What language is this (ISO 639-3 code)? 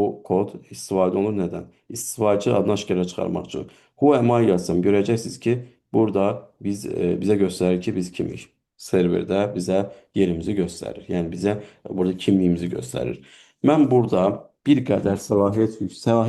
aze